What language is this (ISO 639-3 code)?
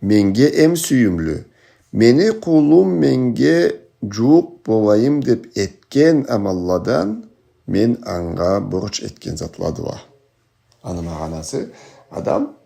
krc